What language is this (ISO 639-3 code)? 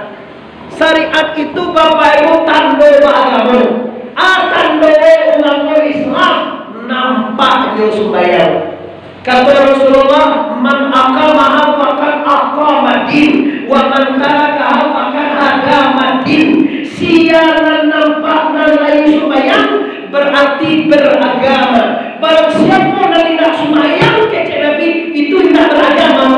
min